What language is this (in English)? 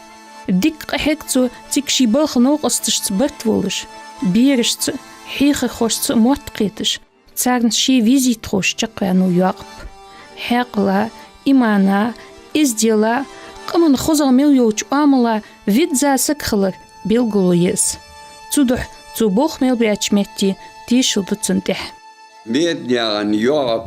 Ingush